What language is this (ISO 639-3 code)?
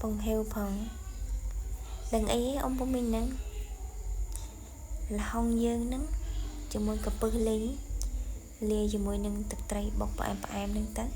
khm